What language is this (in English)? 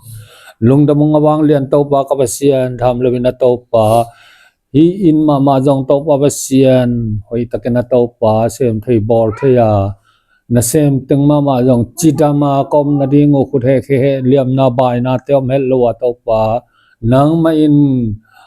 Tedim Chin